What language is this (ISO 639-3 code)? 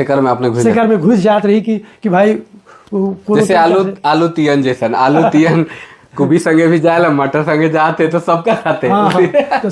sck